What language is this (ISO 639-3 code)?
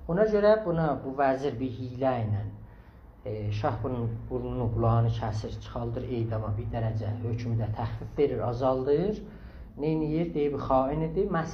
azb